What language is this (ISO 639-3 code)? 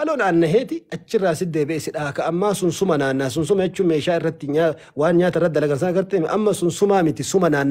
orm